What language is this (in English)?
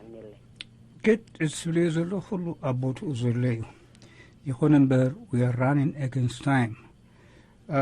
Tigrinya